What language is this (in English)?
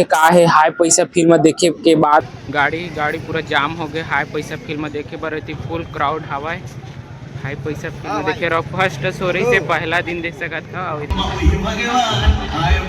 Chhattisgarhi